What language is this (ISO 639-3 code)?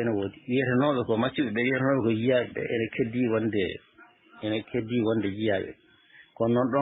ful